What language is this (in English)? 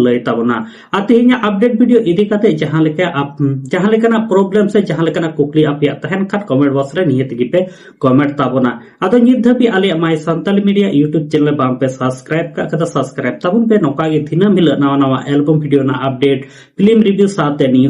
Santali